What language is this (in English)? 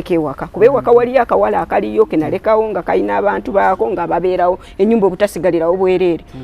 Ganda